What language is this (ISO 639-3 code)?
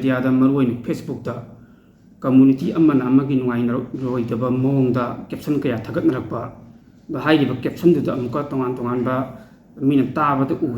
mni